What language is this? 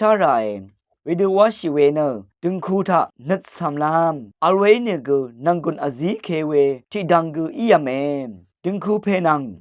Rawang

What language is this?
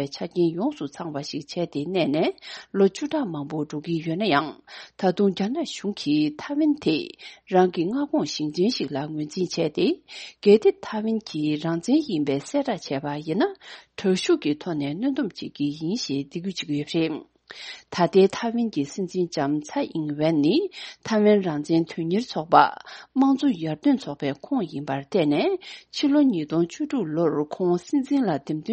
Tibetan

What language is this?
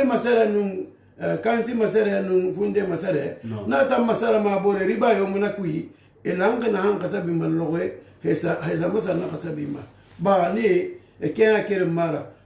Susu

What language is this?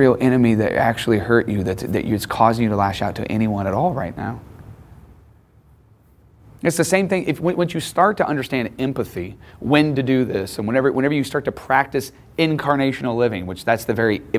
English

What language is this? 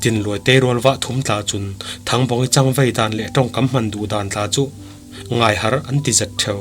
Falam Chin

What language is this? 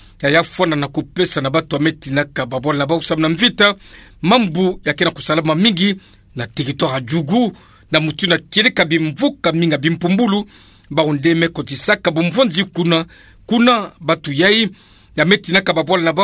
Kituba (Democratic Republic of Congo)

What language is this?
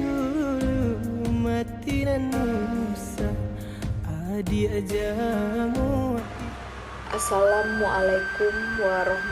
Minangkabau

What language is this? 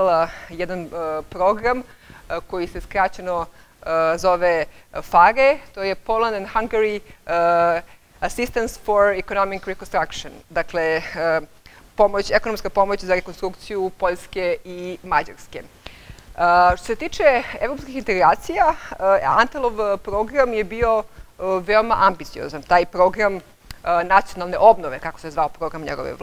Serbian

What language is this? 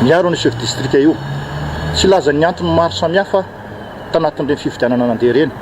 Malagasy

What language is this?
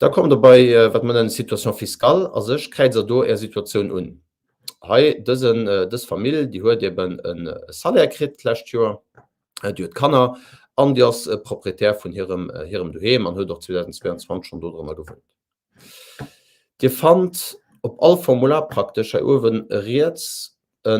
Luxembourgish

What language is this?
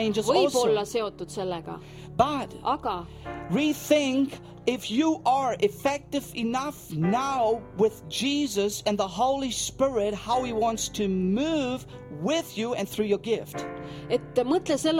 Estonian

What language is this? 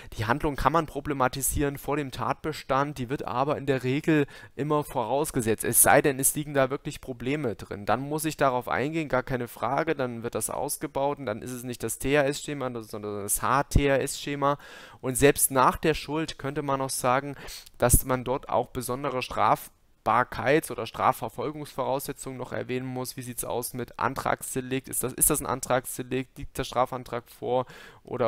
German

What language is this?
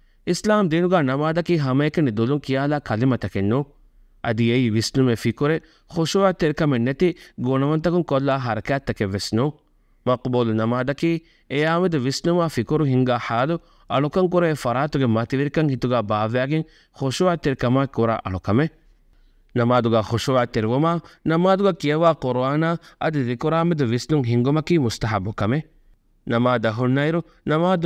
Divehi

